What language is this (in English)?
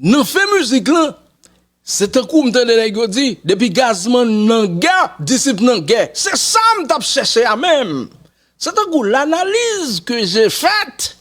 Haitian Creole